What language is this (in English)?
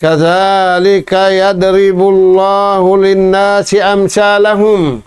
Tausug